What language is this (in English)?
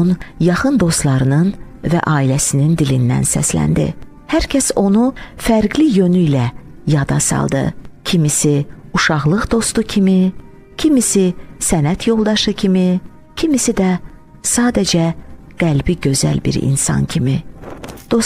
Azerbaijani